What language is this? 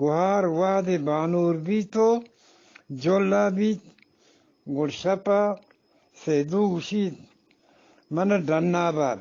Eastern Balochi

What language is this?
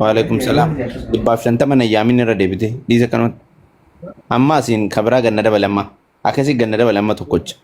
Oromo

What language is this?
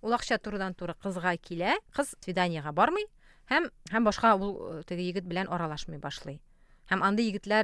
Tatar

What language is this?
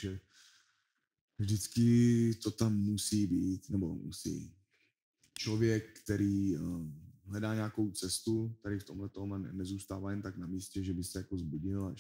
Czech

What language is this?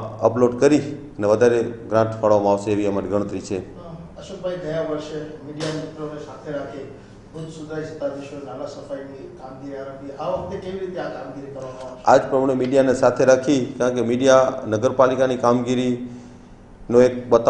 Gujarati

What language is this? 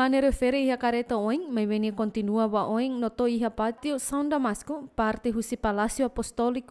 Tetum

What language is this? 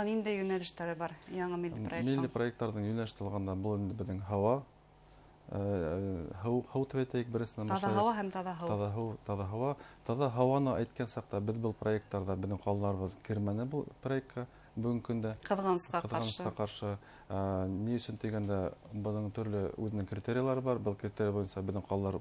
Bashkir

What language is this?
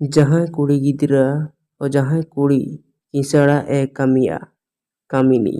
Santali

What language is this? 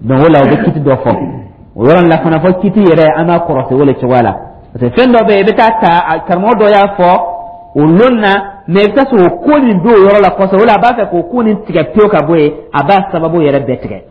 Dyula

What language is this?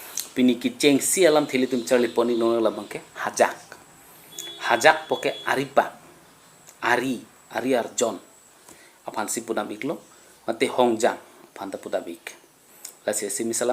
Karbi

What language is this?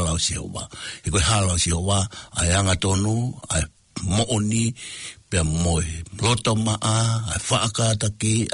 Tongan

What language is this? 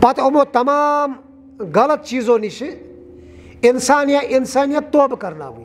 Kashmiri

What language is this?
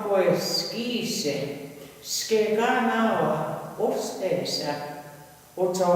Plains Cree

